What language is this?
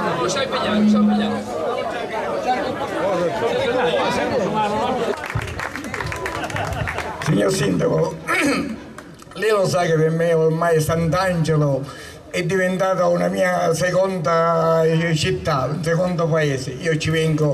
Italian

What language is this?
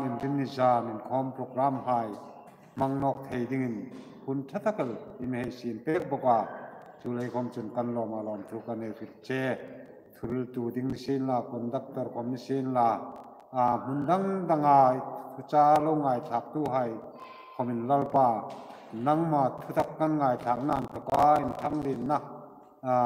Hmar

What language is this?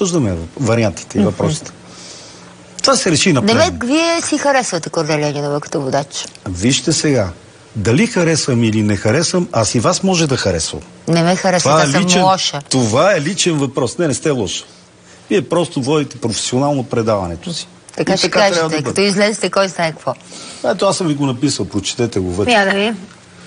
Bulgarian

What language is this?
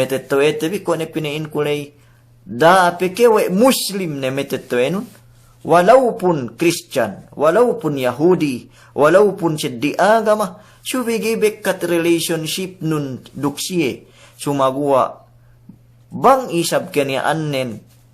Yakan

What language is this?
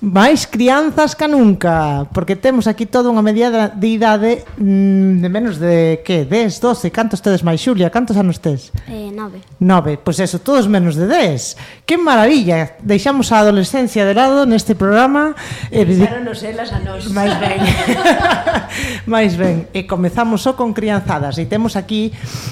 Galician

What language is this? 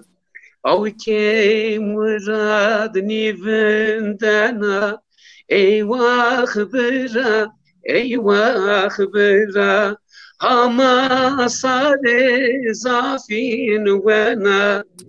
Zaza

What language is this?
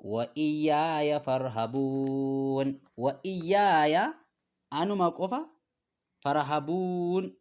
Oromo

